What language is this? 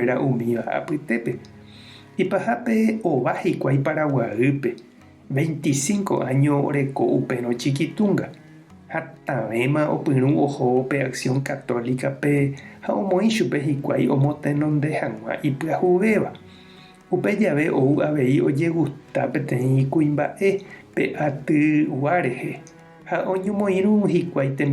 Guarani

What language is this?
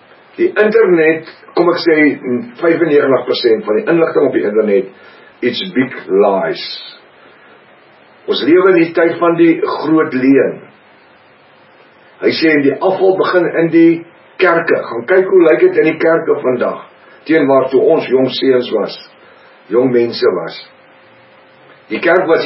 Afrikaans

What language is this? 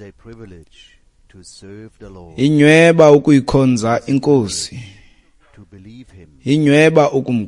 Xhosa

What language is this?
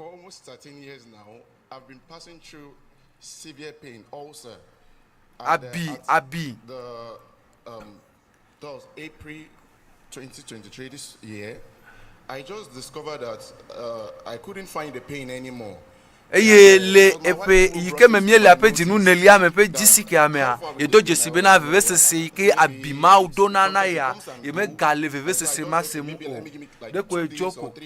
Ewe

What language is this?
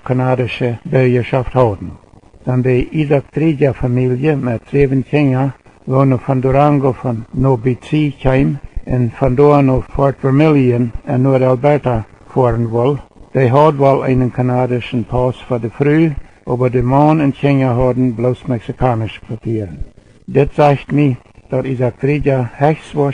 Plautdietsch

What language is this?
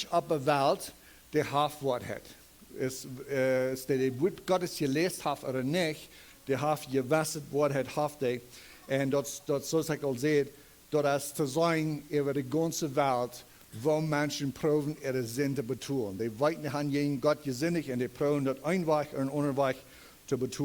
Plautdietsch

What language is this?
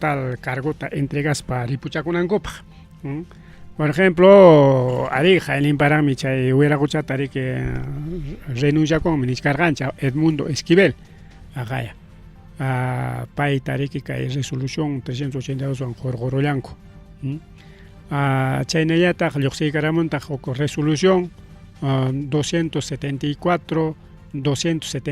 Ayacucho Quechua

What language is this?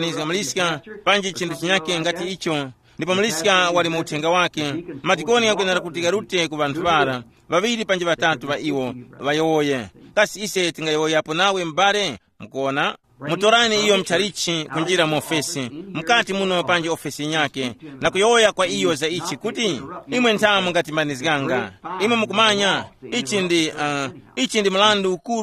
Tumbuka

